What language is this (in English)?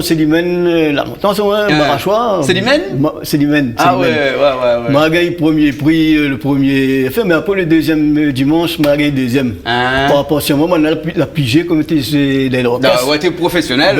Réunion Creole French